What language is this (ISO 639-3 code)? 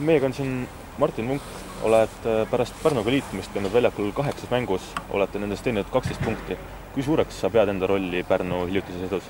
est